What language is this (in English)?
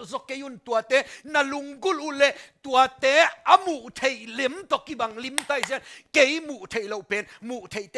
Tedim Chin